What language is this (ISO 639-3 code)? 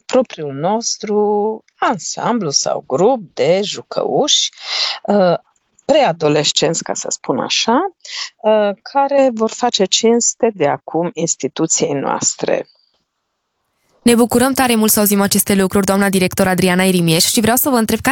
ron